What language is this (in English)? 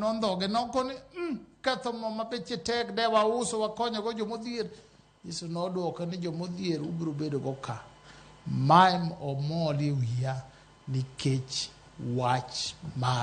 Luo (Kenya and Tanzania)